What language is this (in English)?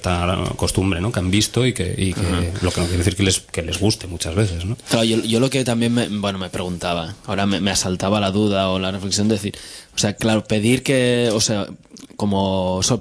Spanish